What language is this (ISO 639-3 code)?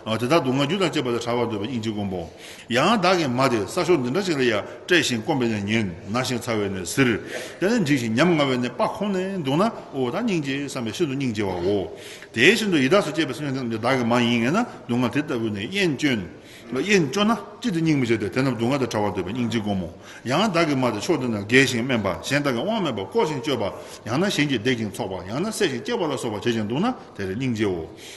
bod